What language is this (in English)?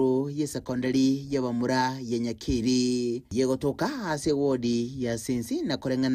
Gusii